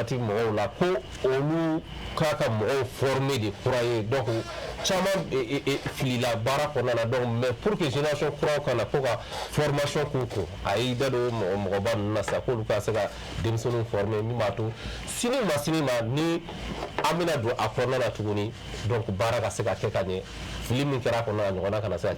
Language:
Bambara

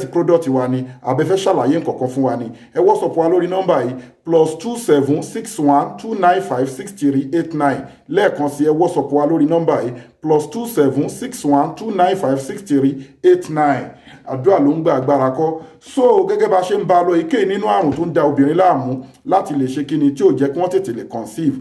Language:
Yoruba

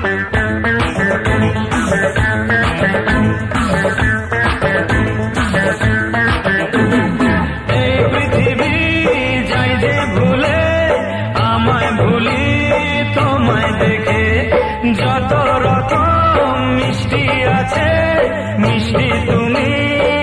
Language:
Bangla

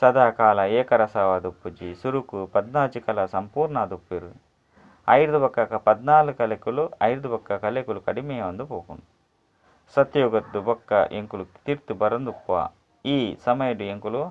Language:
Tulu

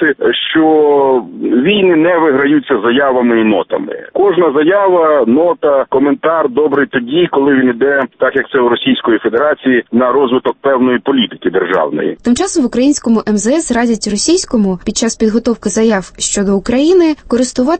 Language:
Ukrainian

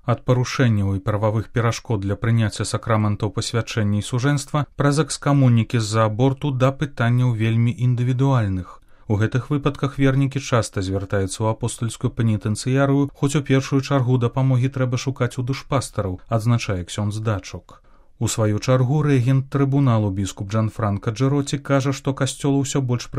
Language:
Belarusian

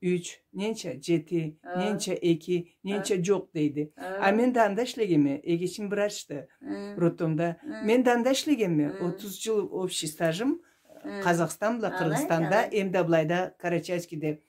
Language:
Karachay-Balkar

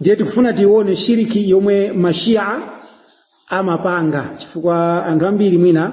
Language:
Nyanja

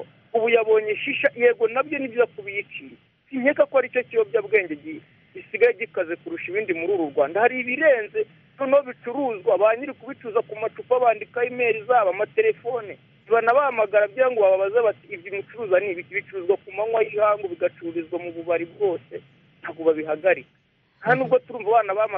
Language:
Kinyarwanda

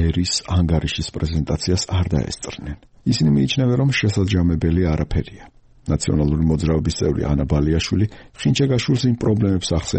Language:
Georgian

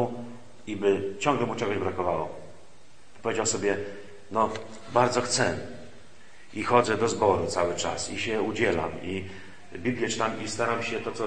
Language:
Polish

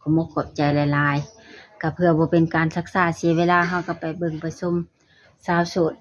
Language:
Lao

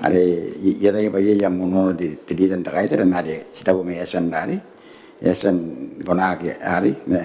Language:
Gilbertese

